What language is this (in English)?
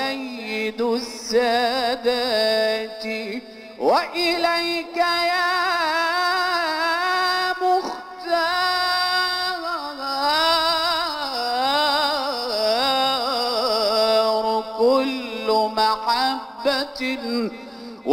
Arabic